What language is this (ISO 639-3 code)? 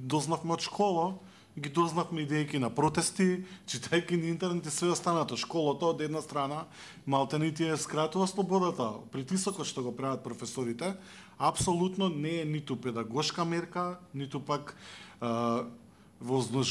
mkd